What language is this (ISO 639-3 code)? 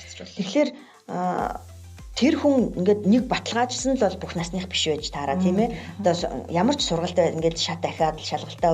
mon